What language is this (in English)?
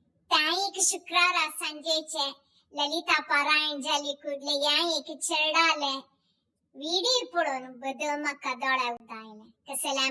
Konkani